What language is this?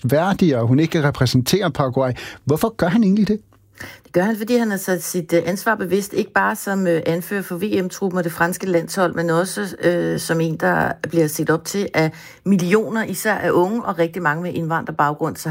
Danish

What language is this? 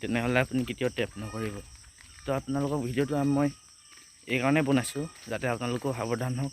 Assamese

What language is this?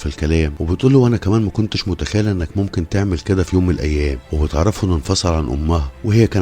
Egyptian Arabic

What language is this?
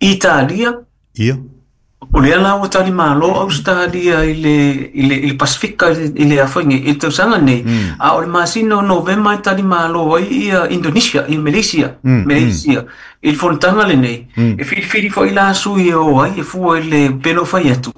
Samoan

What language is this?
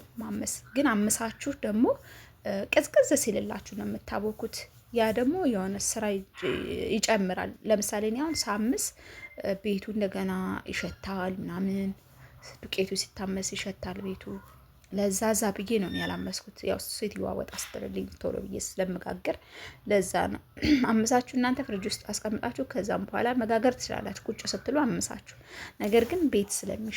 Amharic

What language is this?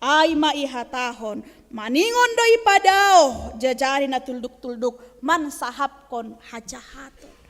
Batak Simalungun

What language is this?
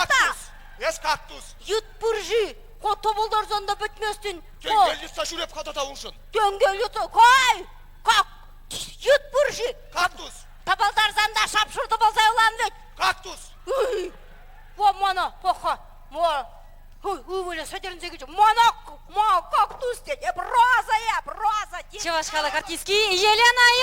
Chuvash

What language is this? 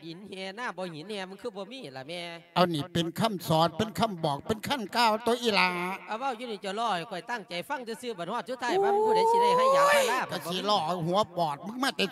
Lao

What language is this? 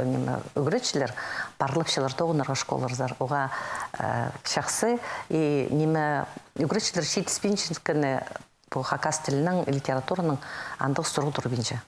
Khakas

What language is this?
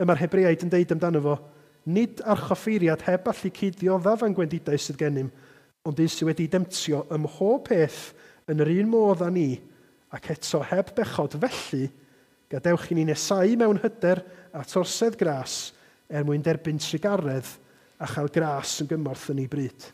Welsh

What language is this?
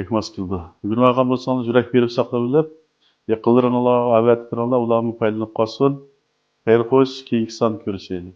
Uyghur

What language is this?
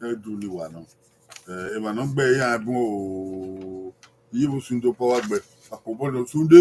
Bini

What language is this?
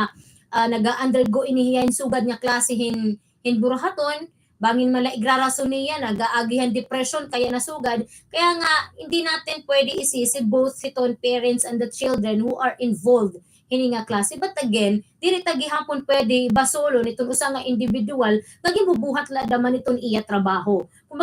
Waray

